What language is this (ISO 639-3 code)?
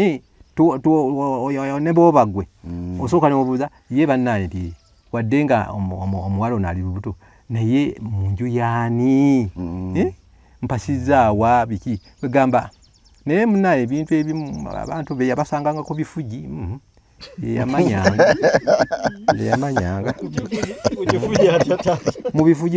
lug